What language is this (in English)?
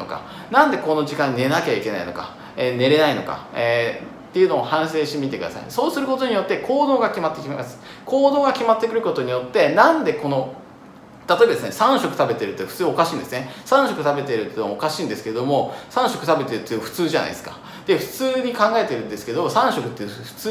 Japanese